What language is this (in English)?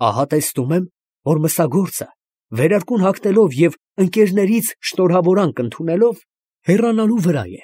Armenian